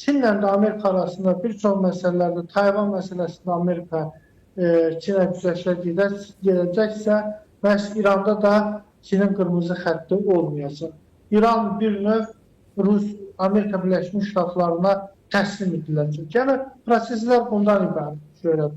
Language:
Azerbaijani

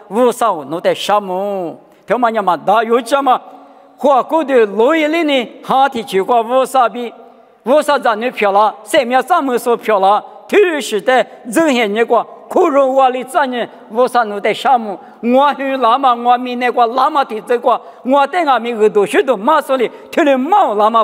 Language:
Lisu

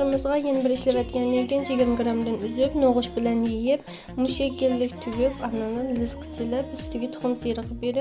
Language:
Uyghur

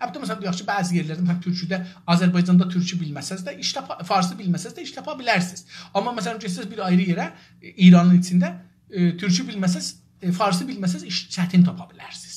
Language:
South Azerbaijani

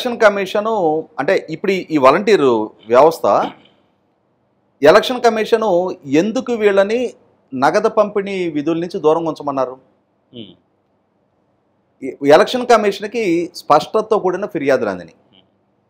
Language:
Telugu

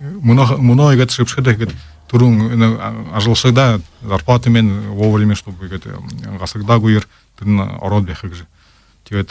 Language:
Buriat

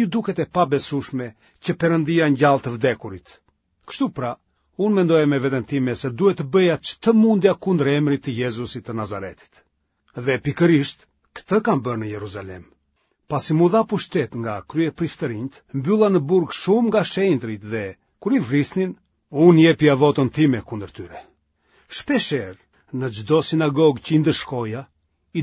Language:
Albanian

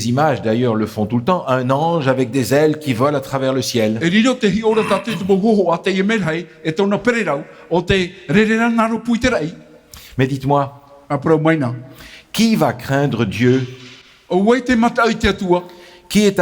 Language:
Tahitian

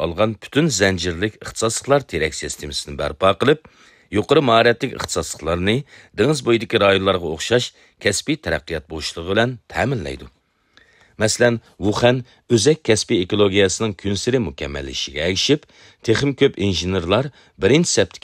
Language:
Uyghur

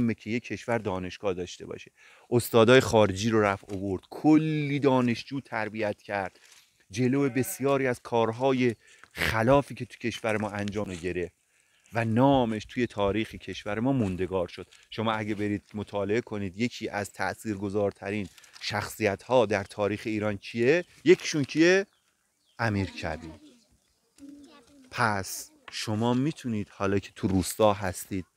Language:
Persian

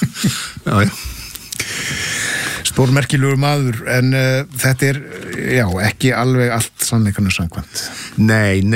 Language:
Icelandic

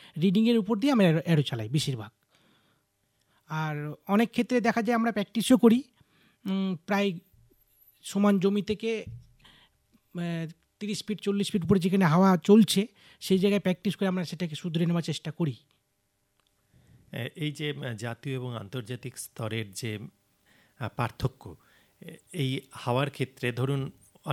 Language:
Bangla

